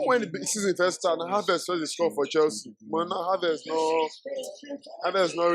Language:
Nigerian Pidgin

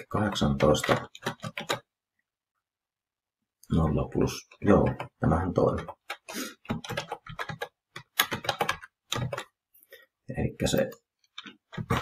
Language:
Finnish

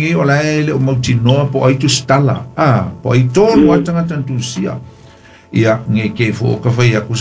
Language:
Samoan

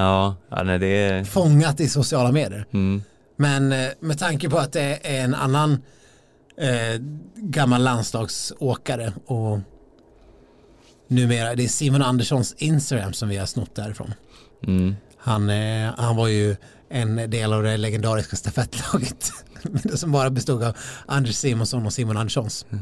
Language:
Swedish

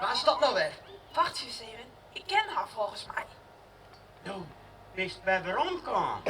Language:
Western Frisian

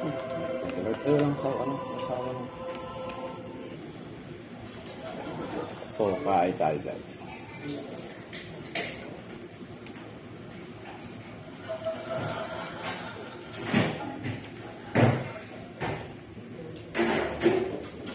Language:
Filipino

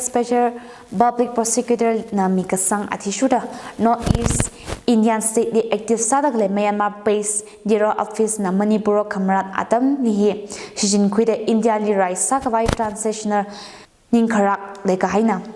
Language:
Tangkhul Naga (India)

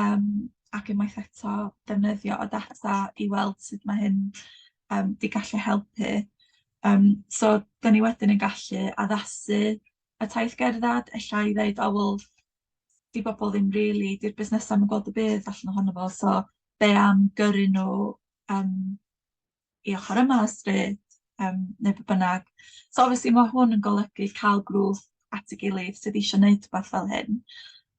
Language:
Welsh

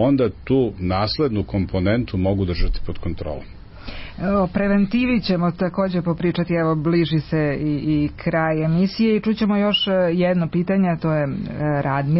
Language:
Serbian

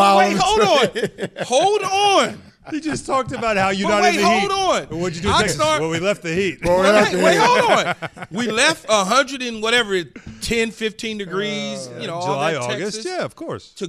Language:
English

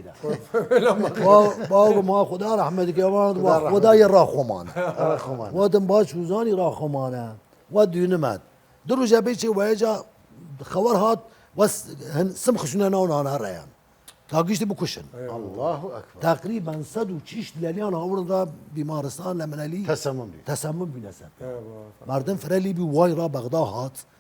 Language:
Southern Kurdish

